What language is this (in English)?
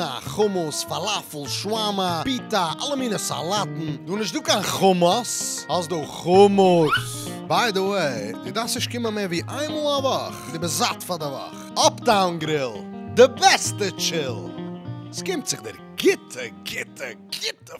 Yiddish